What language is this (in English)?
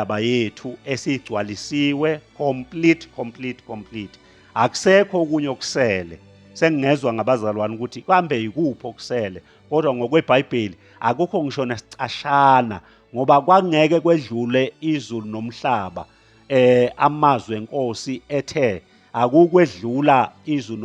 Zulu